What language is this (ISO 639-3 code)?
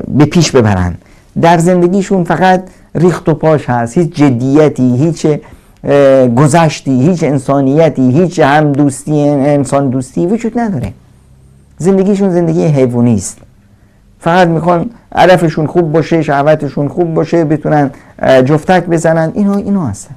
fas